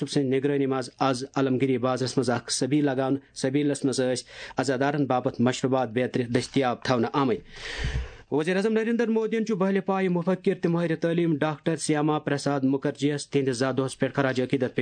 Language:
Kashmiri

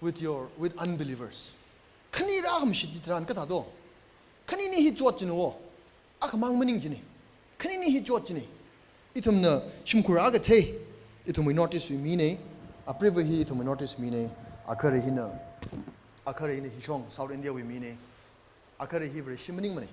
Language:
Tangkhul Naga (India)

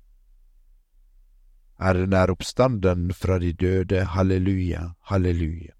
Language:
Norwegian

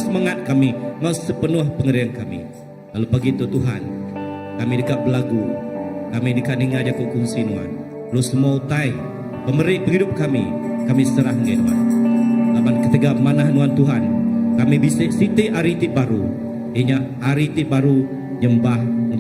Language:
Iban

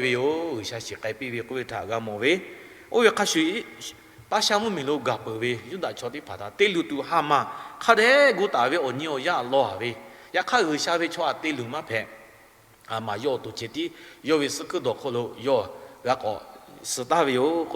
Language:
Lahu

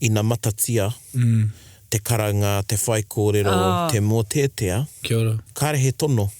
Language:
Māori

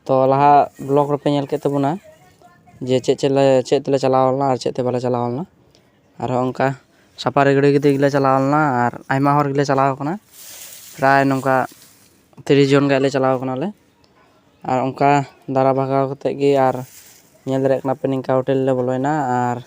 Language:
Santali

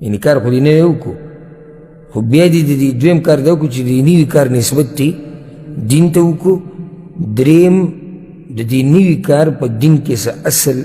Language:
Pashto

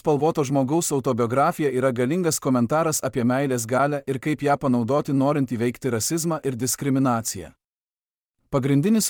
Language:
Lithuanian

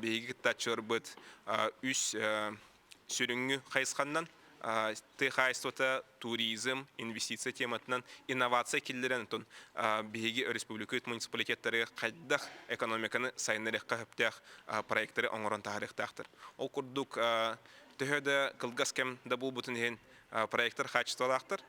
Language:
Yakut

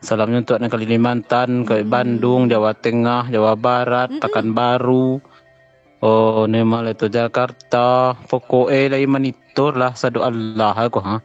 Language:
Minangkabau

